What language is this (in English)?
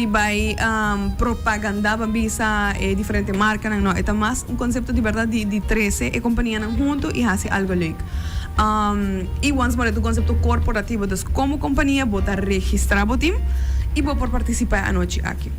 Papiamento